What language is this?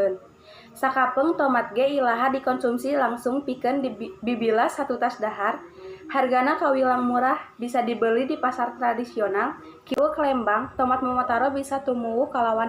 Sundanese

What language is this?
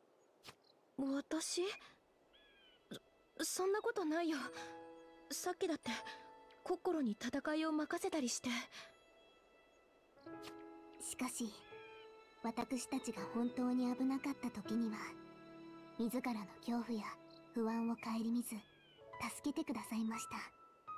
Japanese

